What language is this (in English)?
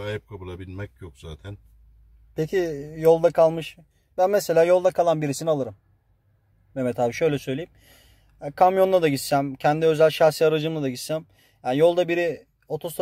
Turkish